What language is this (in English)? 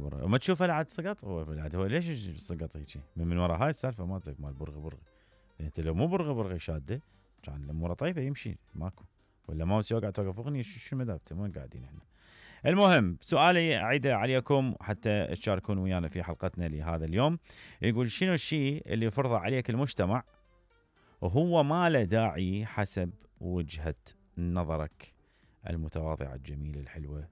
Mesopotamian Arabic